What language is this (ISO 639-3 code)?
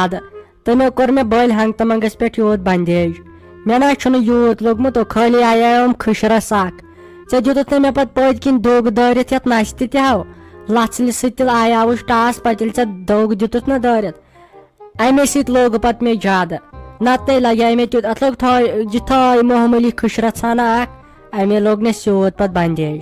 kas